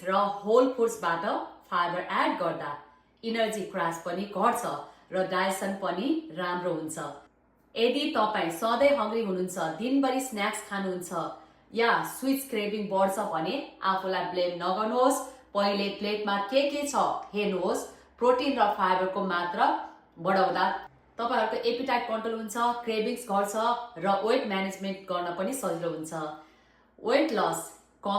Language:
Nepali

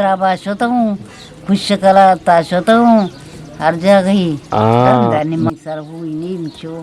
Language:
Eastern Balochi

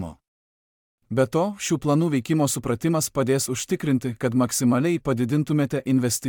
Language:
Lithuanian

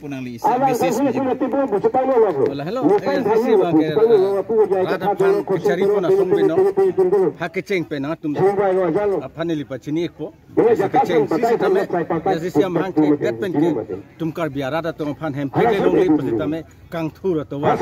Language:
Karbi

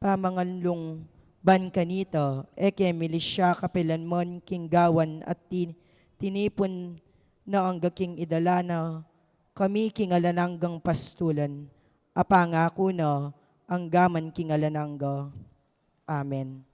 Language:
Pampanga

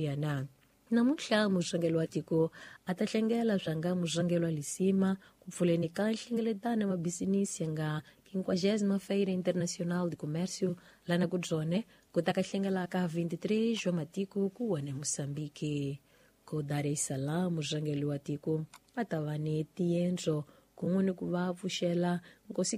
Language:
Tsonga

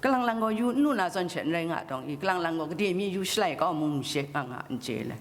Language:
Kachin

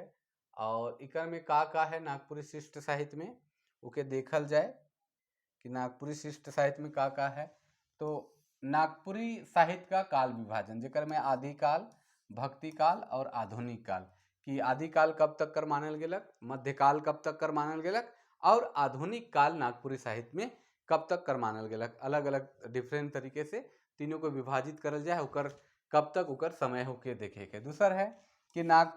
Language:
Sadri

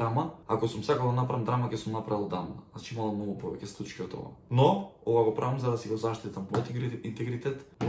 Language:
Macedonian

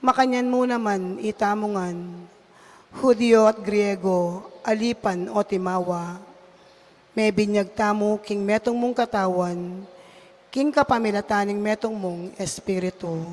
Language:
Pampanga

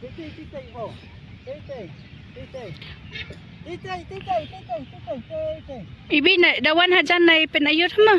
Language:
Khasi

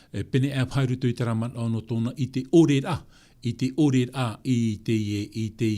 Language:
Tahitian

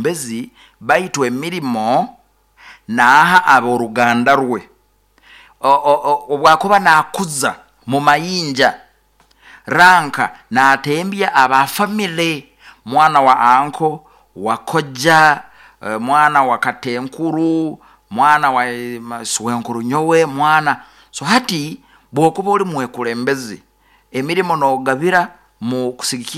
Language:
Nyoro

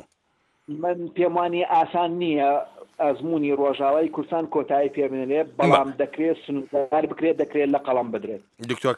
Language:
Central Kurdish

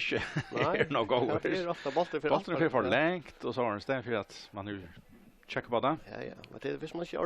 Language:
Faroese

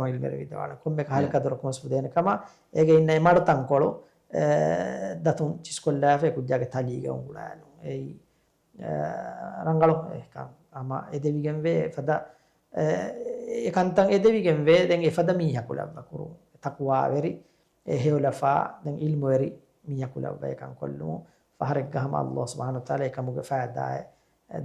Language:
Divehi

